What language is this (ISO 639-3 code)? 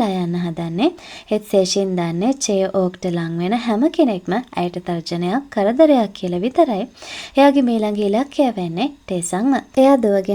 sin